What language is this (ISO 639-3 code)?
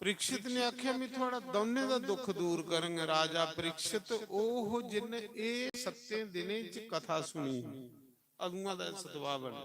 doi